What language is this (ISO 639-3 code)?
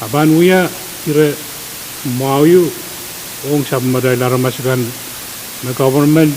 pon